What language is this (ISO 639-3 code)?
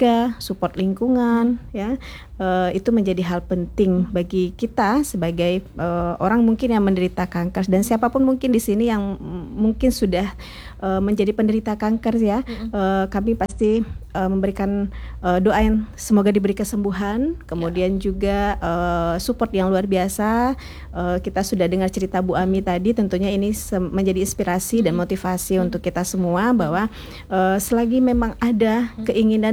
ind